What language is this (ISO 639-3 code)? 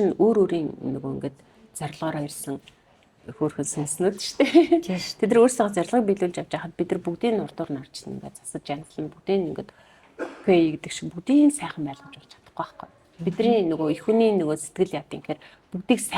mon